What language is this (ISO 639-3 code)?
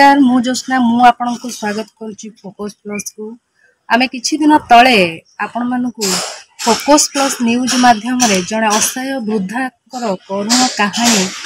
ori